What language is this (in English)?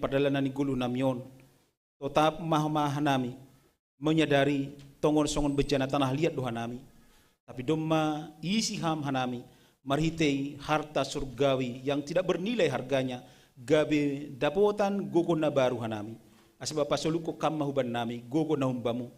Batak Simalungun